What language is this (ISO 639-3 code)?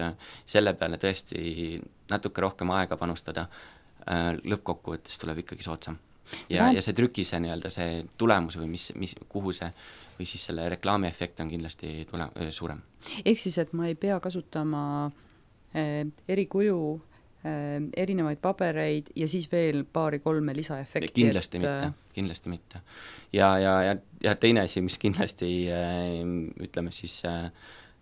est